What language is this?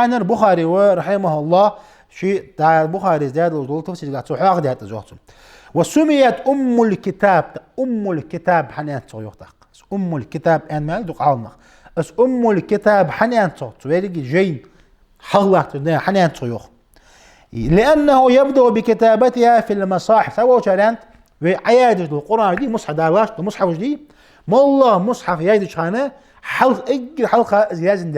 Ingush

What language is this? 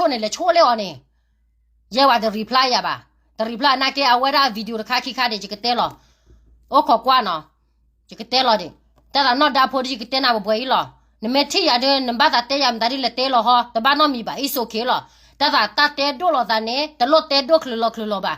S'gaw Karen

